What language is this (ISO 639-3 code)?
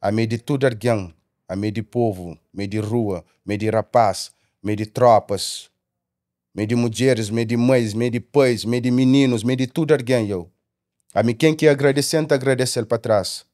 kea